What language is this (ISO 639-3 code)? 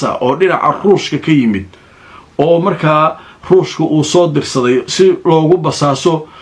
som